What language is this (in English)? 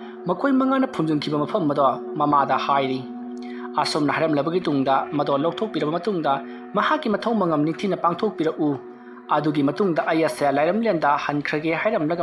Manipuri